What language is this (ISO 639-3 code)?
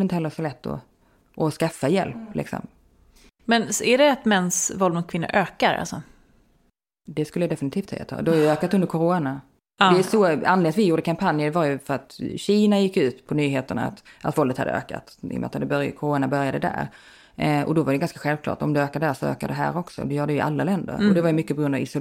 swe